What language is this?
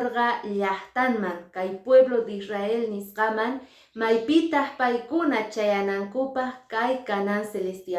Quechua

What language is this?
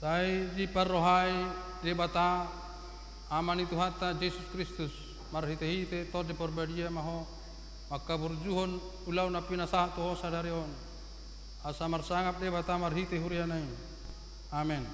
Batak Toba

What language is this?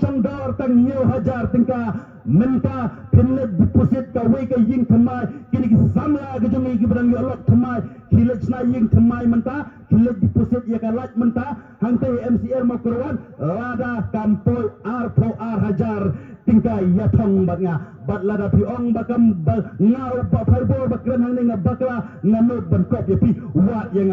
Khasi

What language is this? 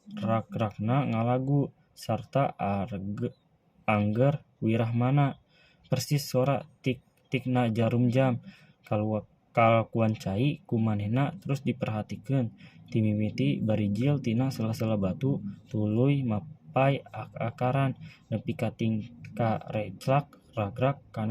Sundanese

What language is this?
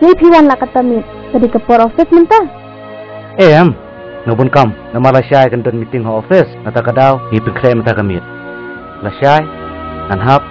Khasi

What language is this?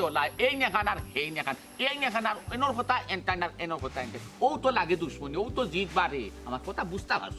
Sylheti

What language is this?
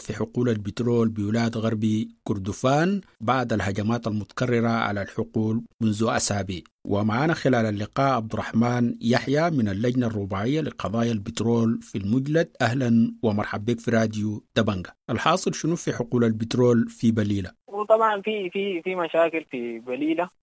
Sudanese Arabic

